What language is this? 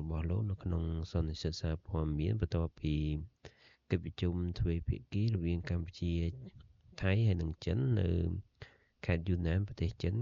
Khmer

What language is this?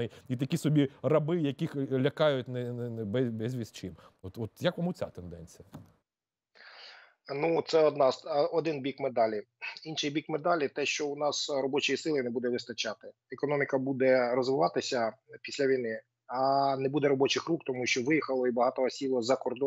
Ukrainian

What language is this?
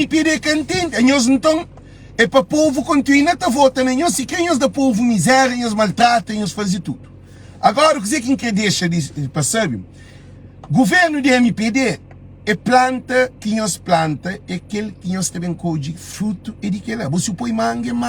Kabuverdianu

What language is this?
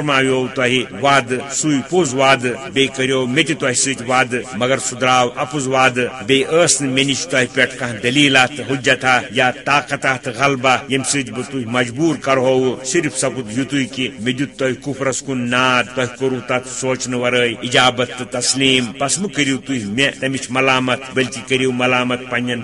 Kashmiri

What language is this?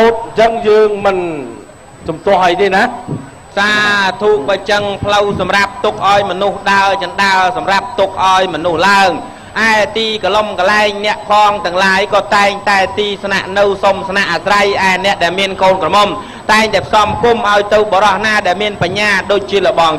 Khmer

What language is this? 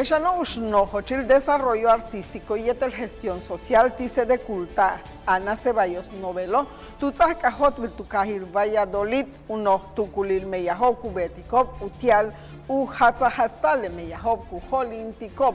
Yucateco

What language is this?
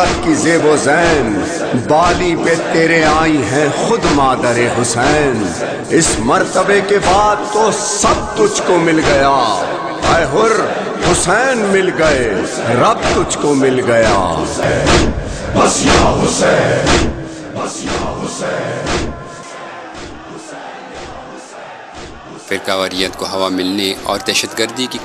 Urdu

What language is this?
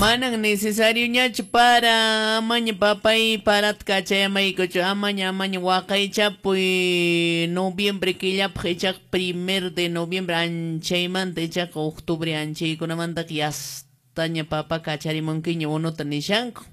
Quechua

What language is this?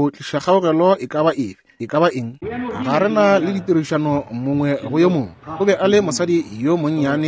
Northern Sotho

